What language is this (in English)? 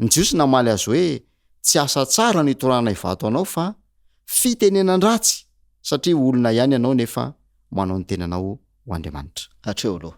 Malagasy